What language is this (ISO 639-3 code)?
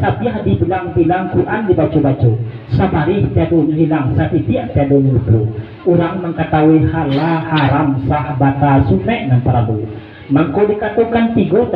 min